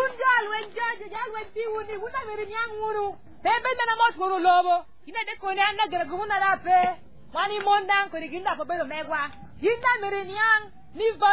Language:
Acoli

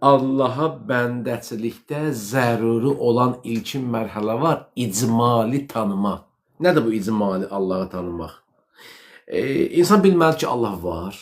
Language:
Azerbaijani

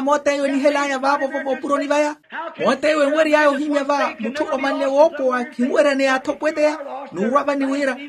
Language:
Makhuwa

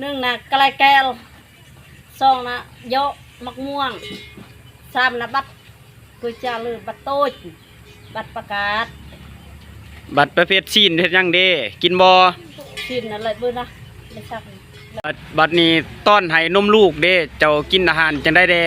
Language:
Lao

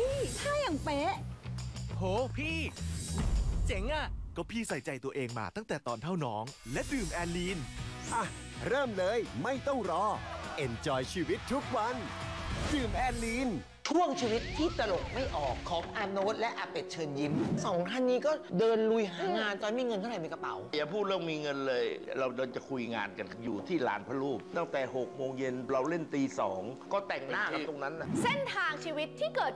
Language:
Thai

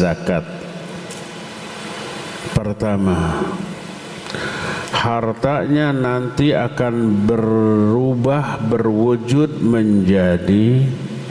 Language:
Indonesian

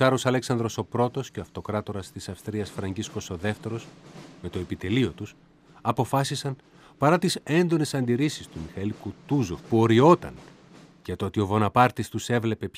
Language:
Greek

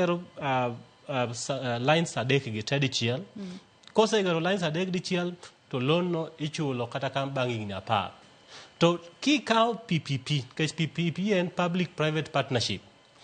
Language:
Luo (Kenya and Tanzania)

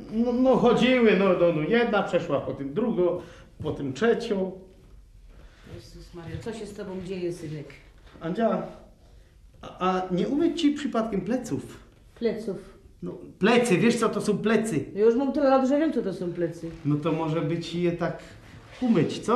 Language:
Polish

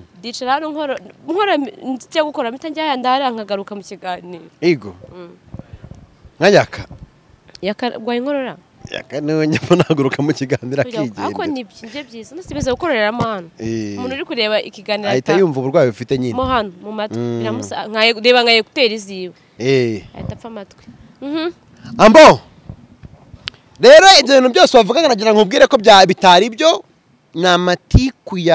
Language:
Kinyarwanda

